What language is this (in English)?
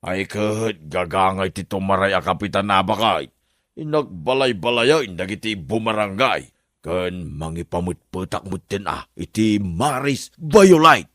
Iloko